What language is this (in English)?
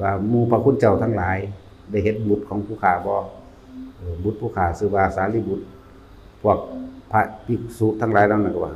Northeastern Thai